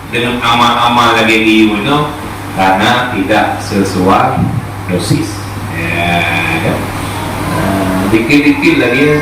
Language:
Achinese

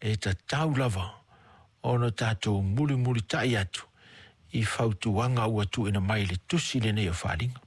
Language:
Samoan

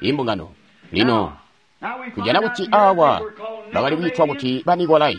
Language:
Tonga (Zambia)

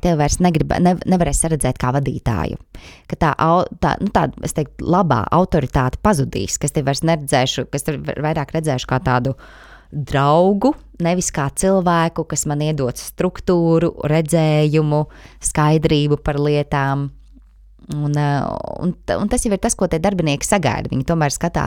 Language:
Latvian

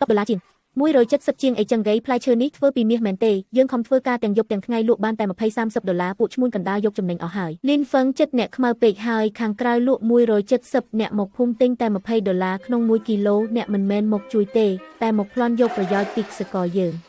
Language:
Khmer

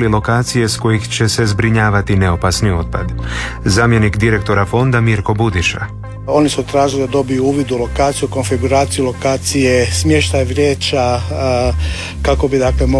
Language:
Croatian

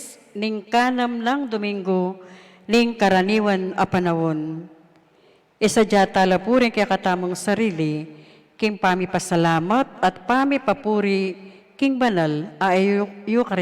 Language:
Pampanga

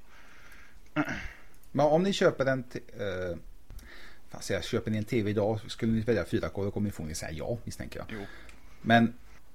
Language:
Swedish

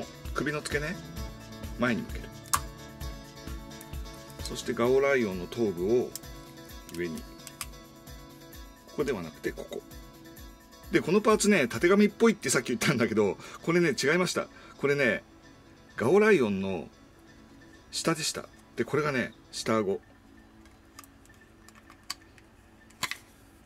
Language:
Japanese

